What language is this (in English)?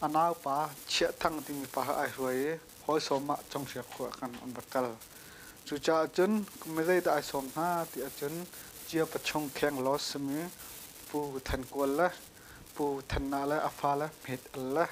Hakha Chin